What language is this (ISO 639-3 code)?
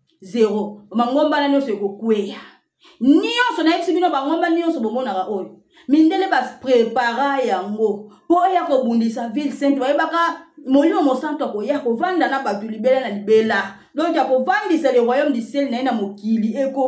lin